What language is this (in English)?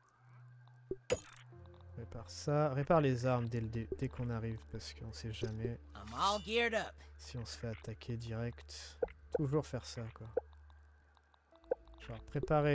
French